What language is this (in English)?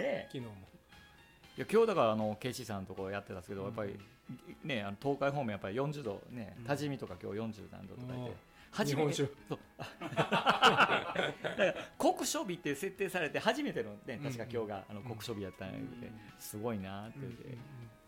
Japanese